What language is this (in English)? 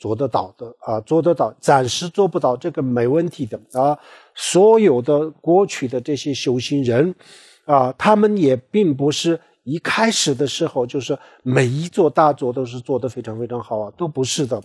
Chinese